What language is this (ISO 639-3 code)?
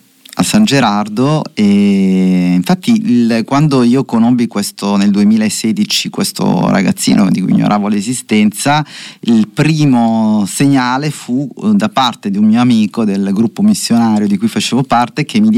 ita